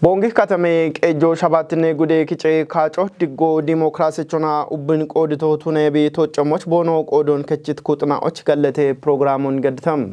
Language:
Kafa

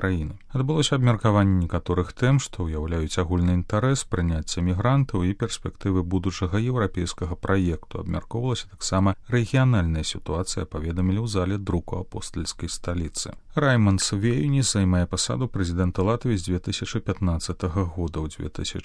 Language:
Belarusian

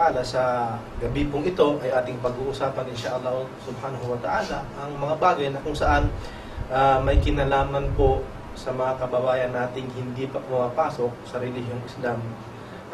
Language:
Filipino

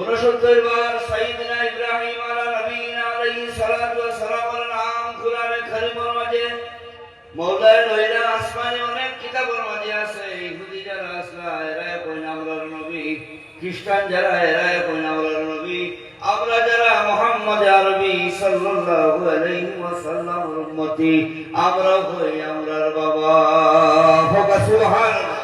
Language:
Sylheti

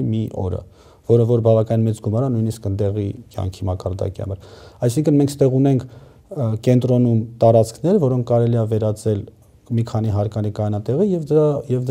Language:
Armenian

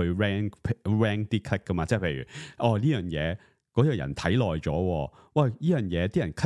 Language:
Cantonese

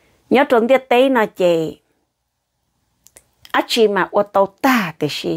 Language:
Vietnamese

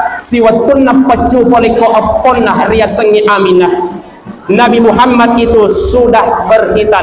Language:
Buginese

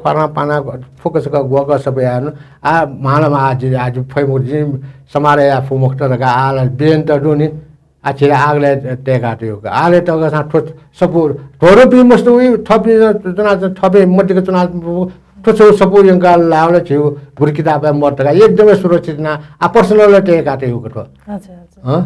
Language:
Newari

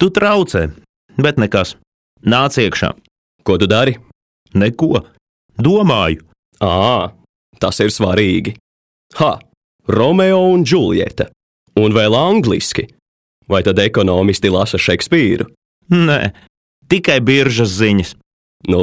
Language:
Latvian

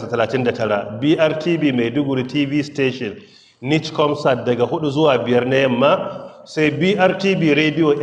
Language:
Hausa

